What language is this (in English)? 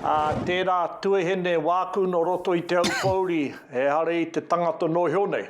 Māori